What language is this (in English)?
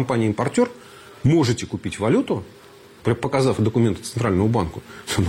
Russian